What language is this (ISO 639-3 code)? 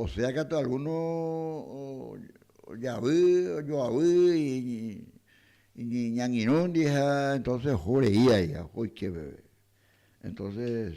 grn